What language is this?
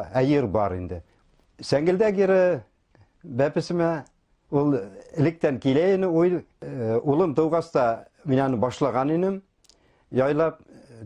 Bashkir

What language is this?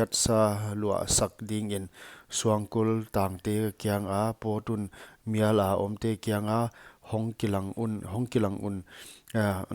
Paite Chin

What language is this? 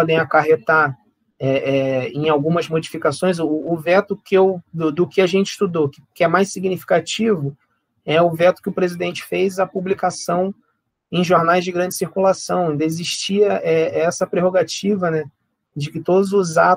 Portuguese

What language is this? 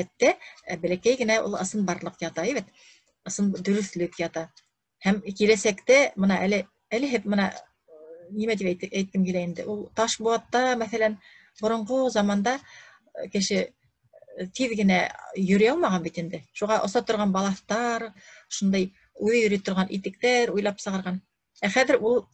Bashkir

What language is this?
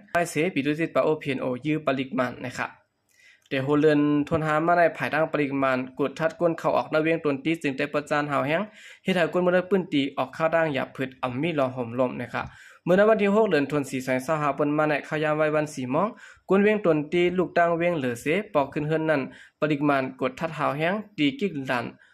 Shan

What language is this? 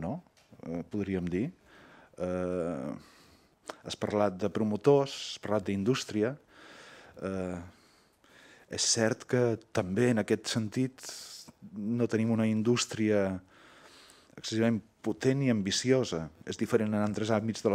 Catalan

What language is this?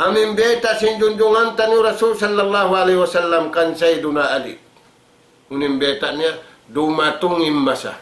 Tausug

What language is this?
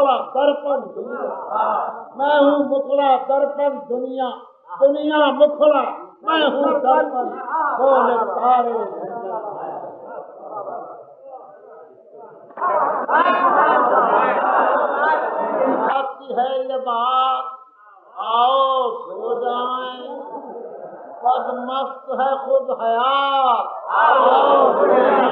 Urdu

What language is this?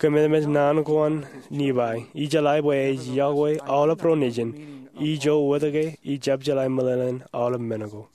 Marshallese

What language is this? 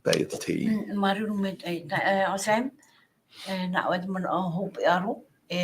Tahitian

